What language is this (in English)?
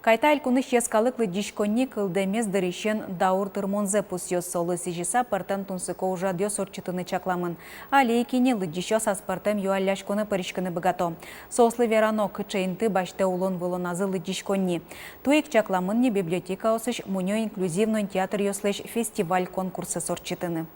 Udmurt